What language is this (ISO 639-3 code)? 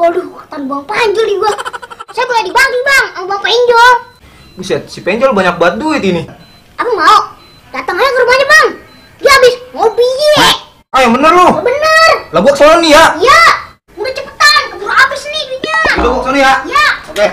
bew